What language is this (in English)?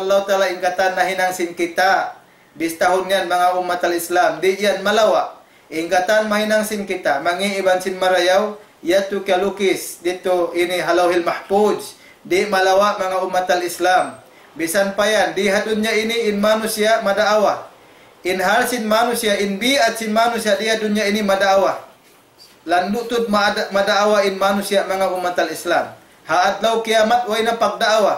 Tausug